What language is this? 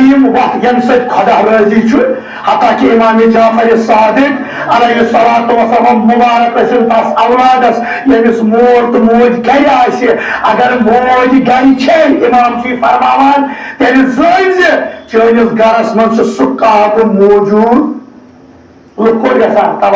Kashmiri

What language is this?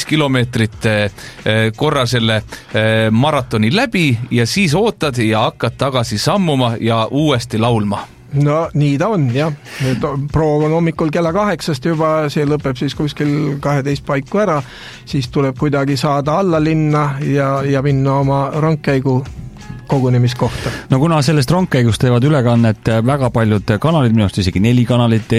Estonian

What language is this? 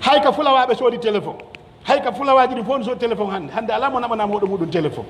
Pular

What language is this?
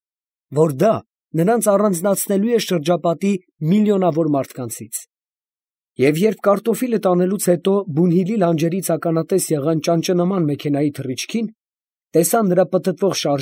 Armenian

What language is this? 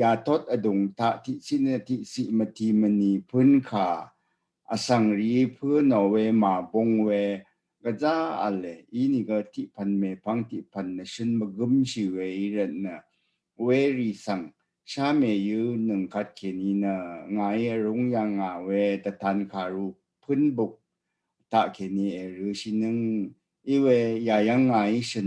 Rawang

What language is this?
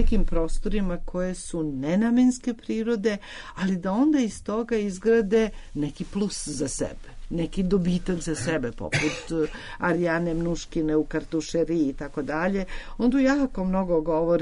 Serbian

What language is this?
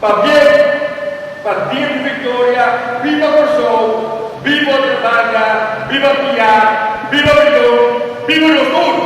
Papiamento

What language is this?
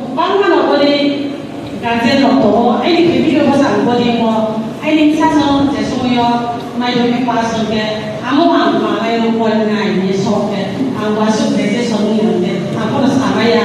Riang (India)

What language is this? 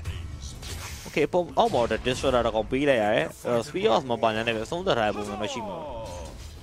Burmese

